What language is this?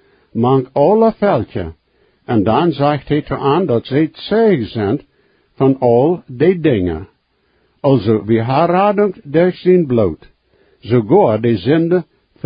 Plautdietsch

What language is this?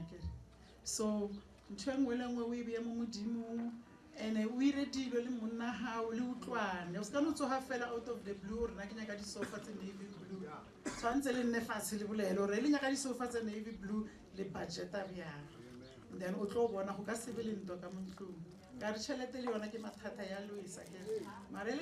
Northern Sotho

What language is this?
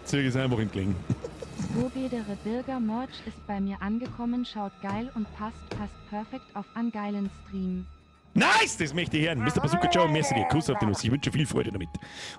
Bavarian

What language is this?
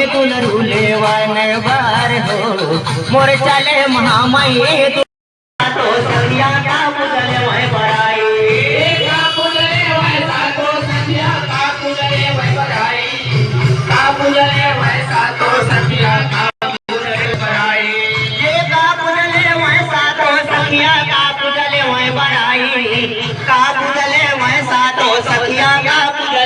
Chhattisgarhi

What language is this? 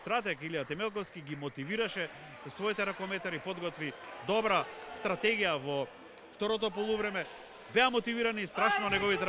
Macedonian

